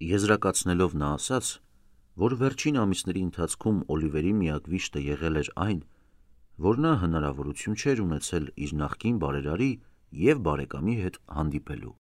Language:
Armenian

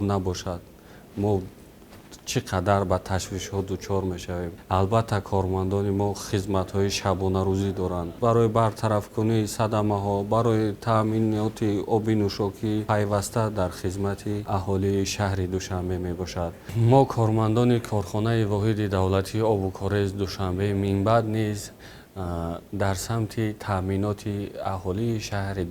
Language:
Tajik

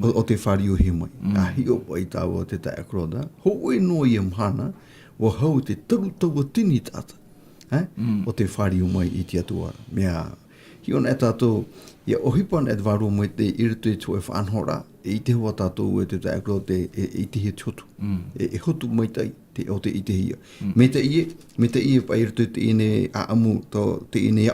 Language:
Tahitian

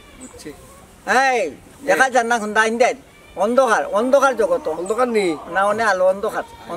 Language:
Sylheti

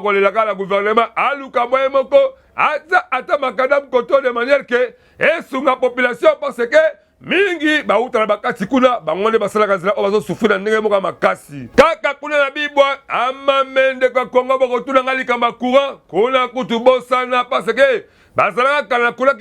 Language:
Lingala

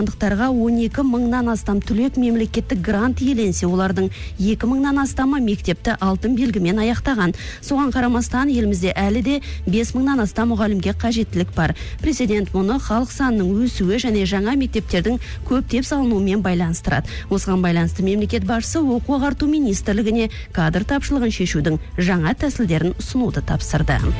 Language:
Kazakh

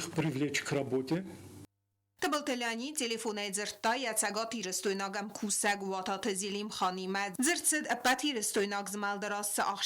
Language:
Ossetic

